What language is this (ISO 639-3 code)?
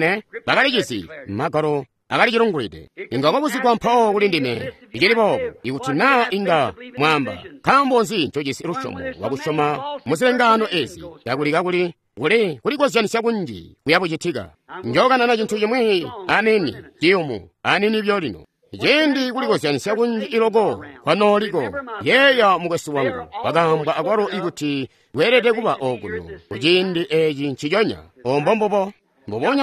toi